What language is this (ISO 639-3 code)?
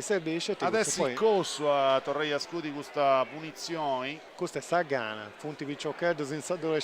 srd